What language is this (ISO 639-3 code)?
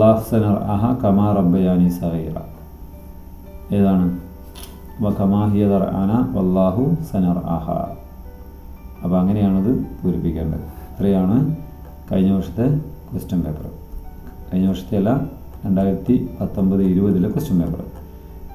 mal